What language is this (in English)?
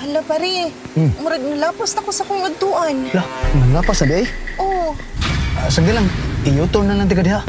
Cebuano